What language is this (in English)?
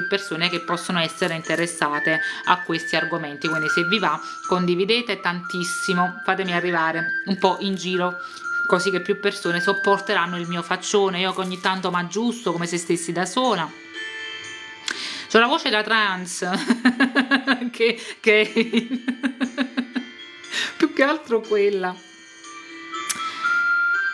Italian